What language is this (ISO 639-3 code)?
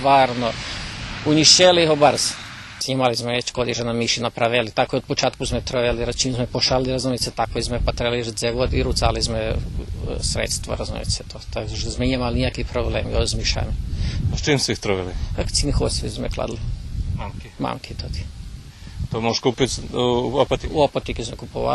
rue